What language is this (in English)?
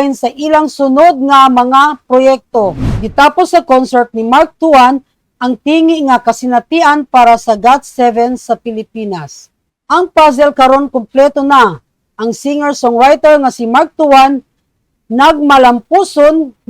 Cebuano